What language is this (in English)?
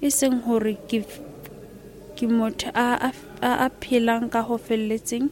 Southern Sotho